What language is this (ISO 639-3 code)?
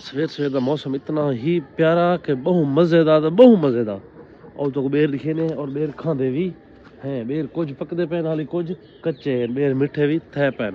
skr